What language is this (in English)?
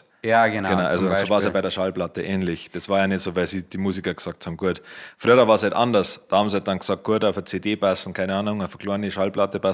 Bavarian